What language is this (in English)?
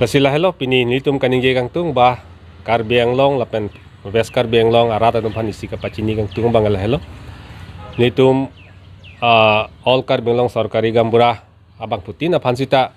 Karbi